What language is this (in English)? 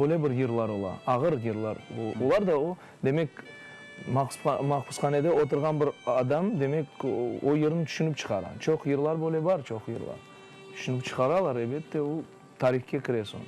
Crimean Tatar